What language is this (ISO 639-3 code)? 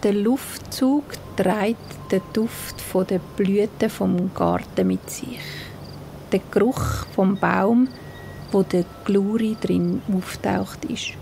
gsw